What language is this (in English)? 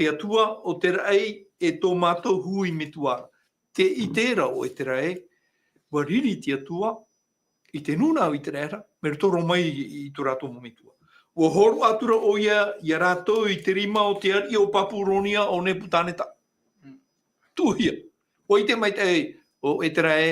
Tahitian